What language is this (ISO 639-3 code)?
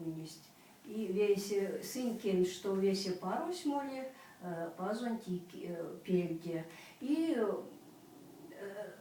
myv